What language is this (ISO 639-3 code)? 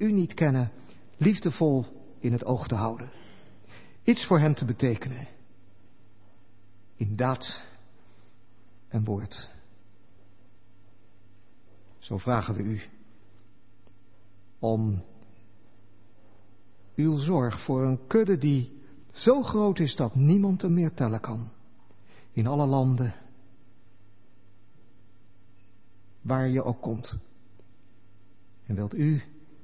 nld